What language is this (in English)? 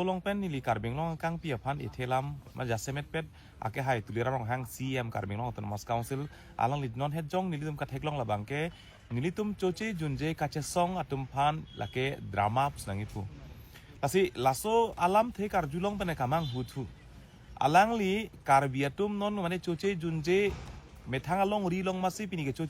Karbi